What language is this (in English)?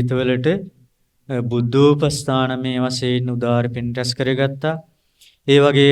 Sinhala